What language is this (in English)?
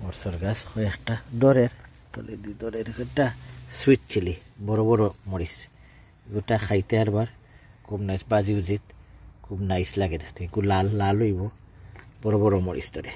Sylheti